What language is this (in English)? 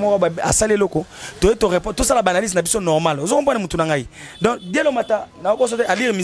Lingala